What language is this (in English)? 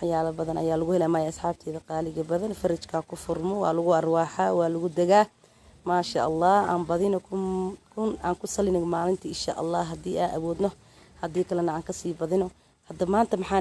Somali